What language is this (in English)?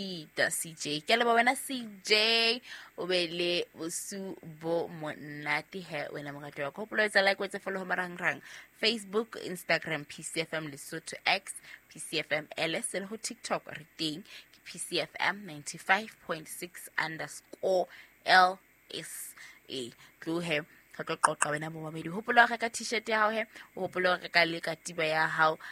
Southern Sotho